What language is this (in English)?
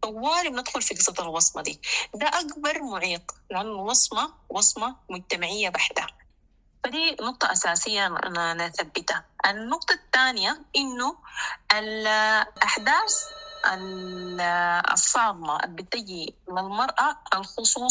Sudanese Arabic